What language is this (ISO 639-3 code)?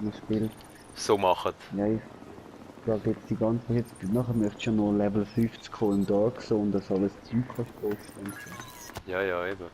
gsw